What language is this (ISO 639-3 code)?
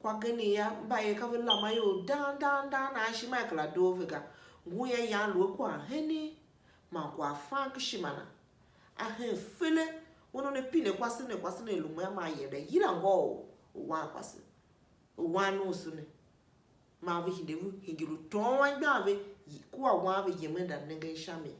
tiv